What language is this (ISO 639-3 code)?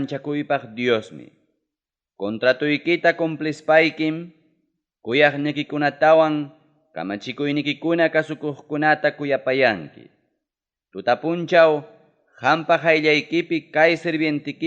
quy